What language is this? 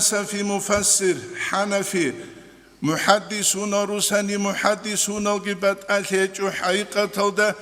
Avaric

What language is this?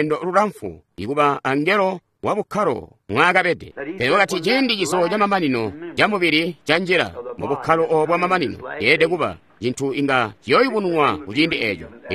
Tonga (Zambia)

